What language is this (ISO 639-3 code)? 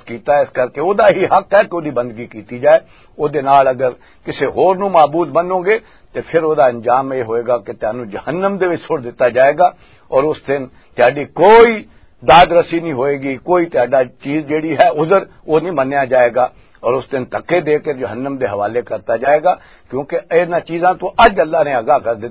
lah